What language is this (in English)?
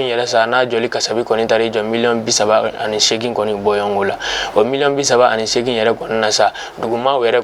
Bambara